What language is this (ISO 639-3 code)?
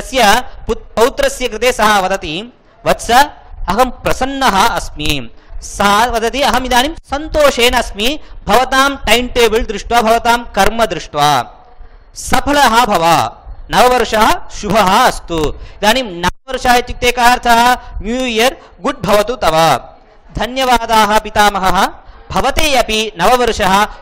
san